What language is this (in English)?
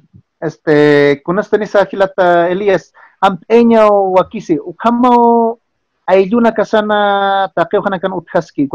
Aymara